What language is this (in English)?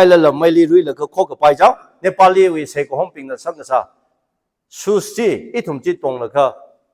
Tangkhul Naga (India)